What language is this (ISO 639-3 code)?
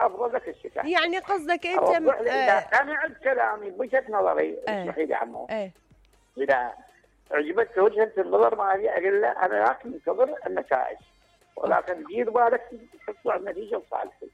acm